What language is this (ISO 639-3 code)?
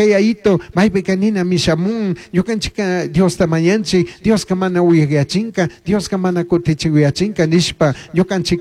qug